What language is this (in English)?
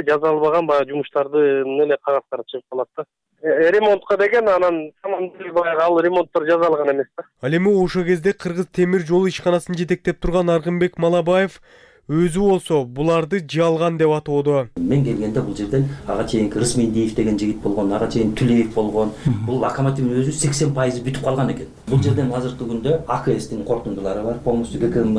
Kyrgyz